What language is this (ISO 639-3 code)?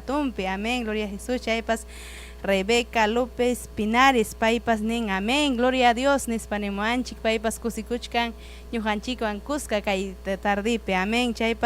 quy